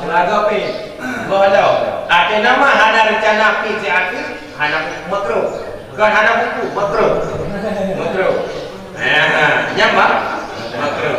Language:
Achinese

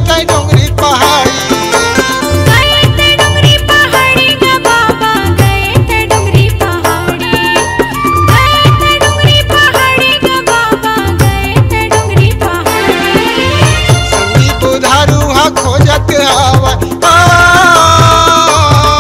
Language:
Chhattisgarhi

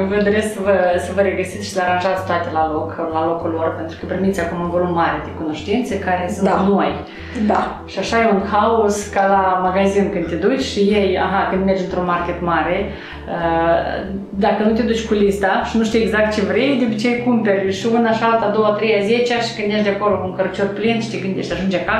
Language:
Romanian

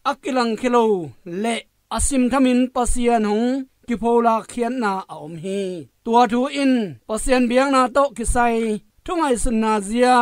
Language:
Tedim Chin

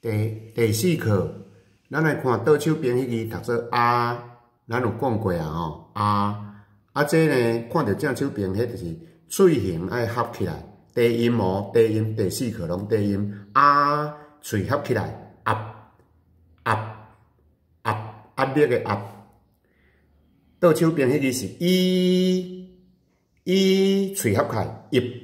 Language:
Min Nan Chinese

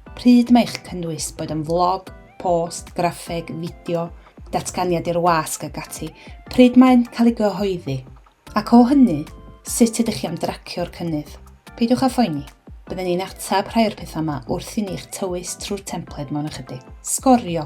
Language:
Welsh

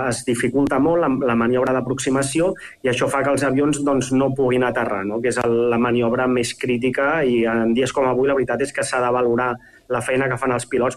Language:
Catalan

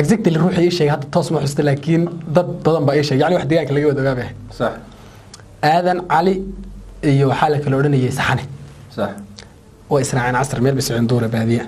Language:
Somali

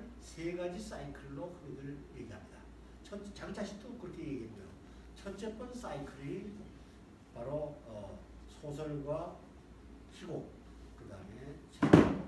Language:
Korean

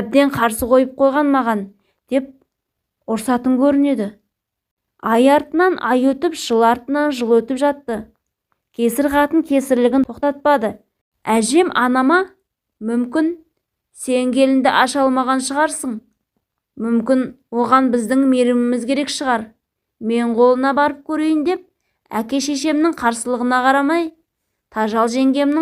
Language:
Kazakh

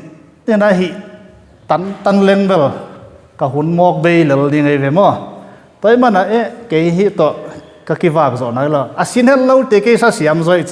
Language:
Tedim Chin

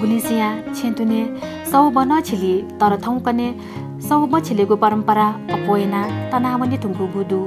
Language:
Newari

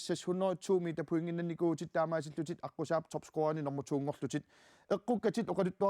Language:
Kalaallisut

